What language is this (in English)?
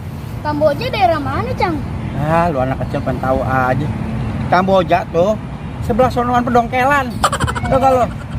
Betawi